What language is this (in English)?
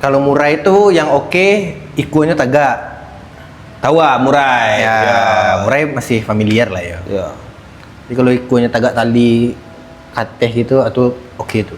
Minangkabau